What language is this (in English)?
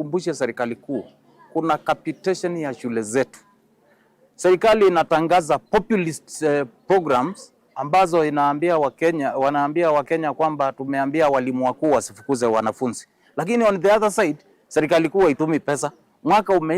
Kamba